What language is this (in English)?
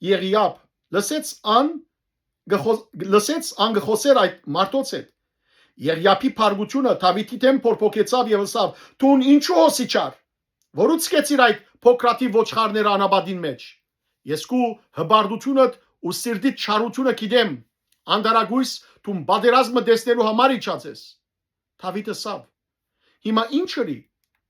Western Armenian